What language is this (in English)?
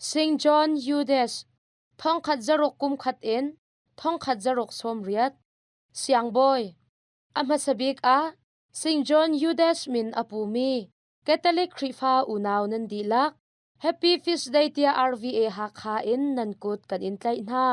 Hakha Chin